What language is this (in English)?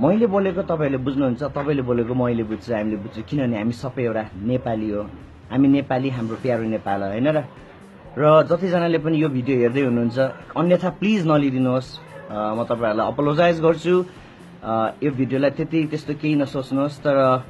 Nepali